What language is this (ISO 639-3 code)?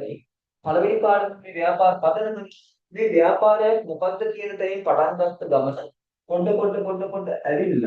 sin